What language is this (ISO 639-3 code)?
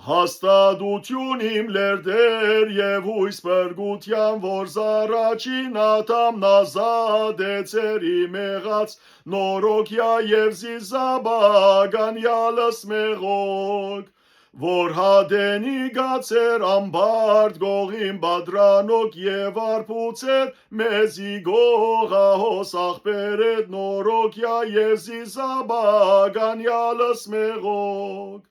hyw